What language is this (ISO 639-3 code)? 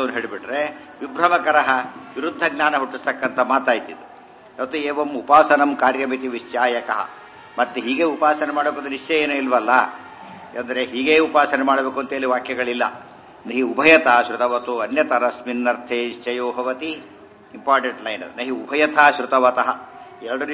kan